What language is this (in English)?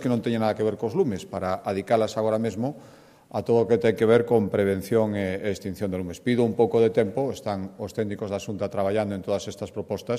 Galician